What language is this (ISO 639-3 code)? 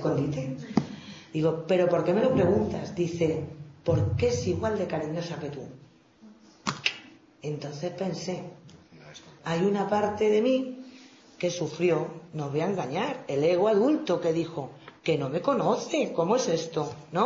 spa